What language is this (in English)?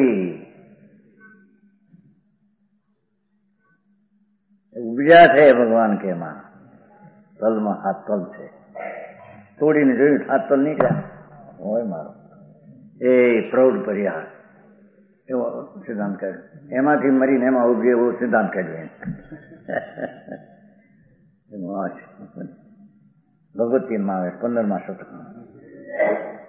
Gujarati